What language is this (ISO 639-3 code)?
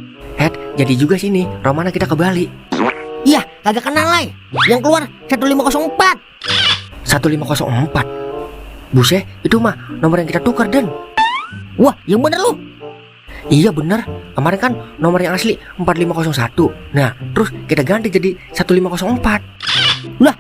bew